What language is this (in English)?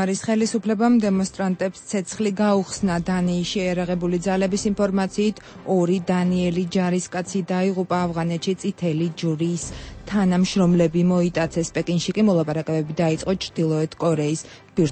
Georgian